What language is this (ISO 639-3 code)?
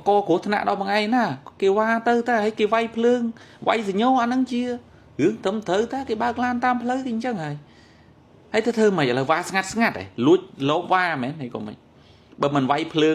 khm